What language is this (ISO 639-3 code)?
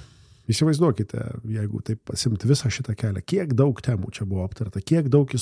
lit